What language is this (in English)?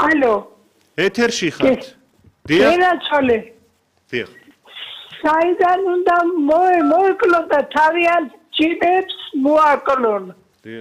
Georgian